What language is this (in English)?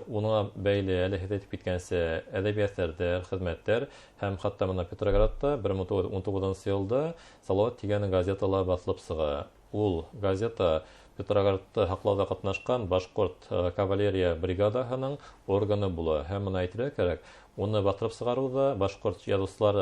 Bashkir